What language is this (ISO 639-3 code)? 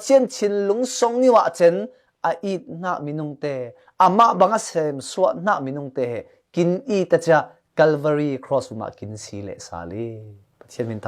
cfm